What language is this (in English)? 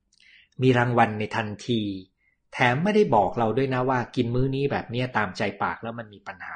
Thai